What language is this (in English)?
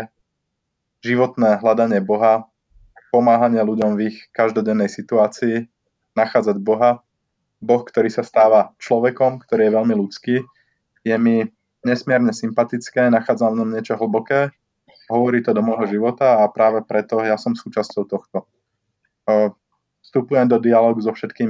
Slovak